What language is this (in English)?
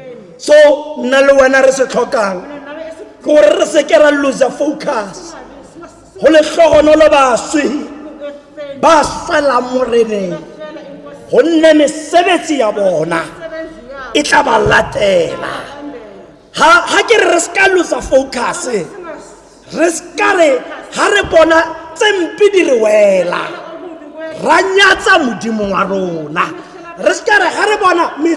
Tswana